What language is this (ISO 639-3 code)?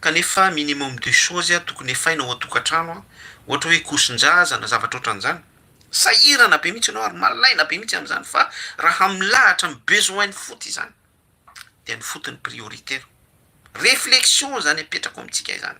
mlg